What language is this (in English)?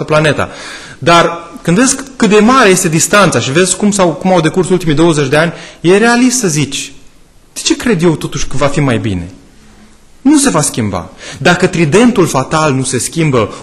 Romanian